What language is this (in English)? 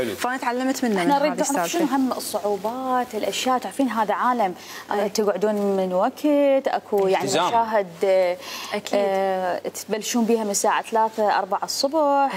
Mesopotamian Arabic